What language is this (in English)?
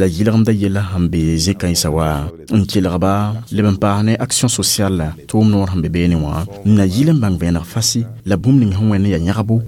Mossi